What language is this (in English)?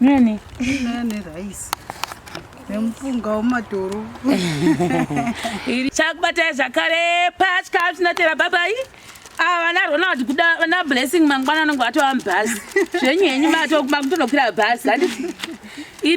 Shona